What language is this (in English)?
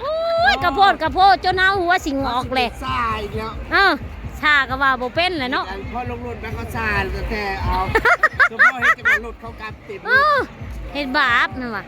Northeastern Thai